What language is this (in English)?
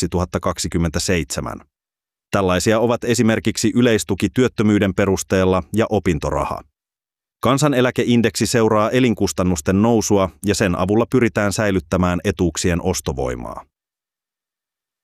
Finnish